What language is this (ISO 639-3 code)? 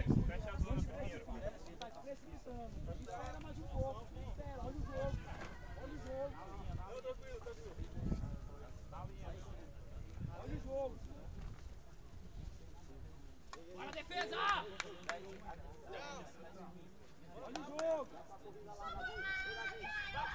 por